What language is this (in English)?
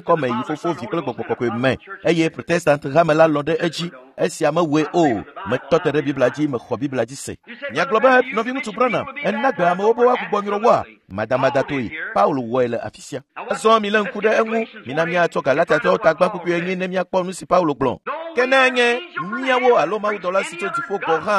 Ewe